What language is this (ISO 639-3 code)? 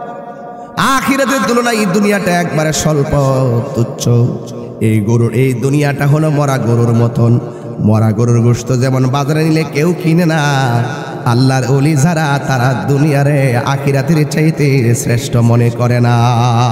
ben